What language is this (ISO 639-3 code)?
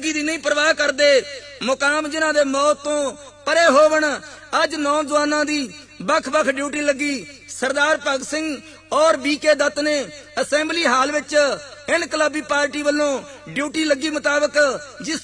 pan